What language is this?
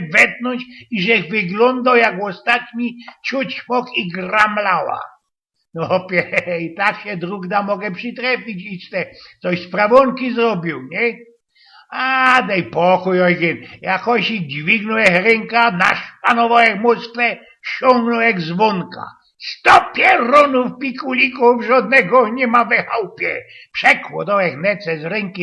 Silesian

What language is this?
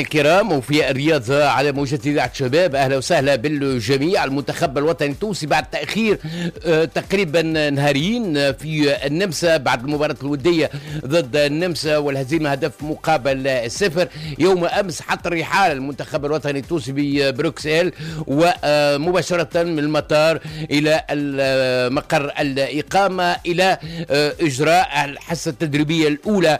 Tunisian Arabic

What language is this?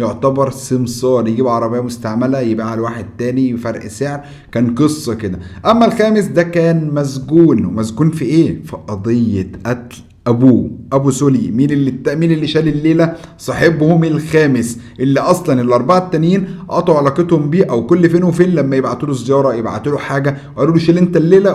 Egyptian Arabic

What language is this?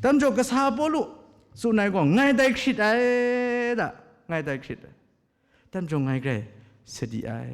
Kachin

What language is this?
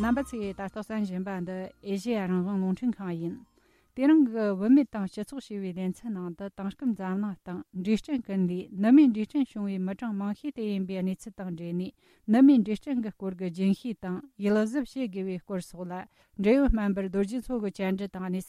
Tibetan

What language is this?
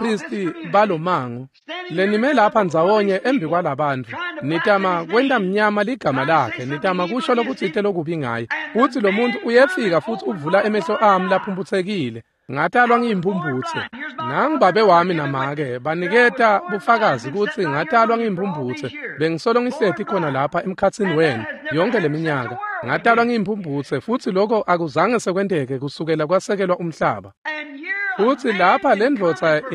Swati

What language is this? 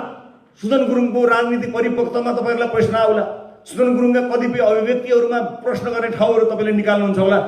Nepali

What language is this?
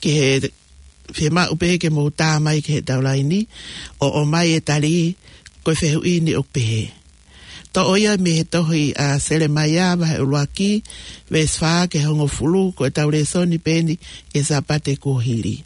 Tongan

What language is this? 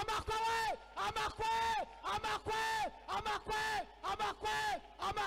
Kinyarwanda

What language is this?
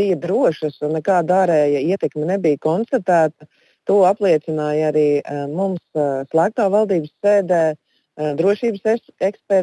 Latvian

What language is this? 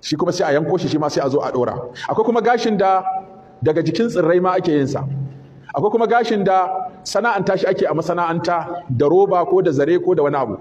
Hausa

